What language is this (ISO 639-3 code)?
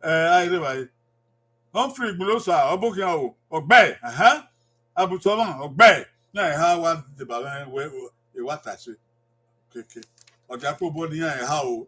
bin